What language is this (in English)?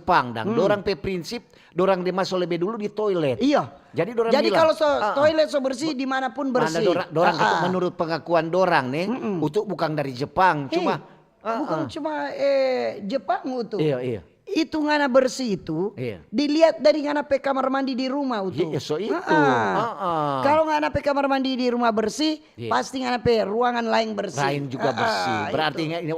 Manado Malay